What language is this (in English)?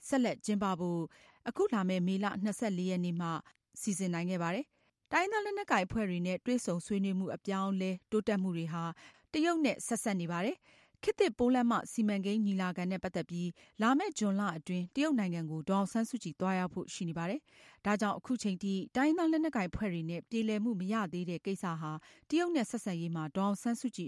Burmese